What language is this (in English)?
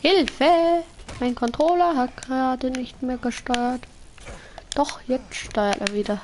Bavarian